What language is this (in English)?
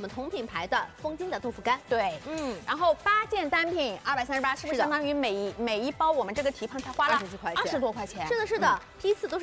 Chinese